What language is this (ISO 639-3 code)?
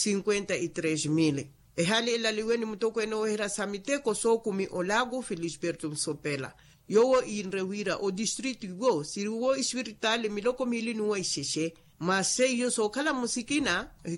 vmw